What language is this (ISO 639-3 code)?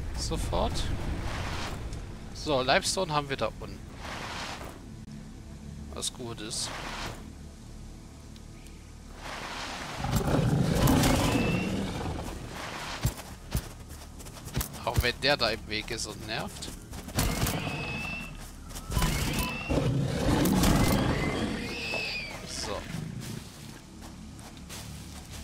deu